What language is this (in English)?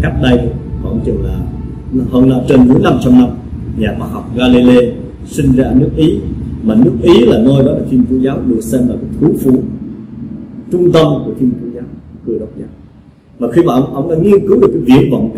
Vietnamese